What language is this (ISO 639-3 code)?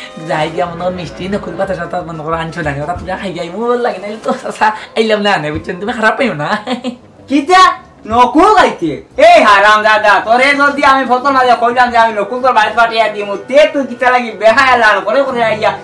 syl